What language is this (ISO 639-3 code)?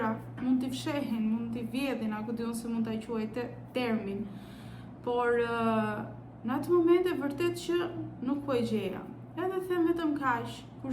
sqi